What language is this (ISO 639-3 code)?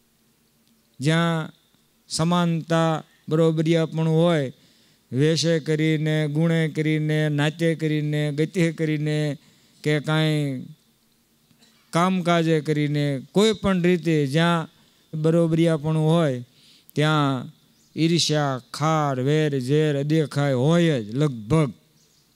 guj